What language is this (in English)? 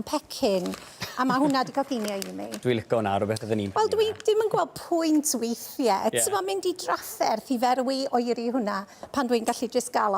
Welsh